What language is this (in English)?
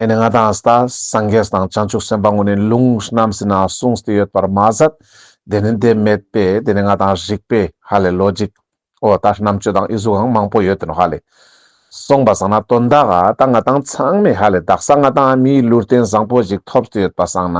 Ladakhi